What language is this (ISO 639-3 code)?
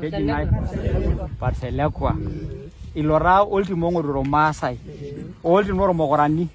mas